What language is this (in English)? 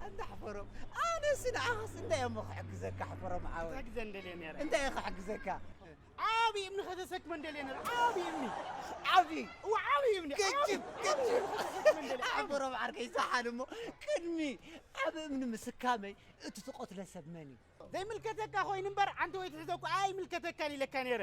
Tigrinya